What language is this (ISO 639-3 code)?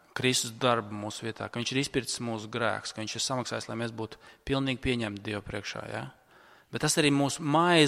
lav